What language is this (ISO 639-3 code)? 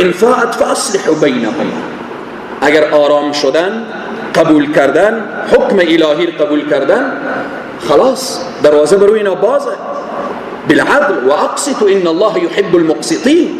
fas